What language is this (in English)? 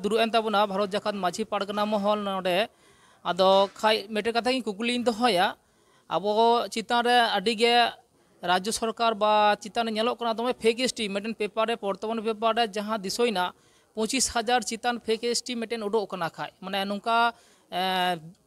Santali